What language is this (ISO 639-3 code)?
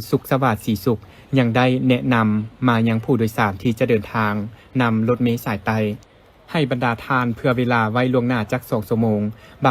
lao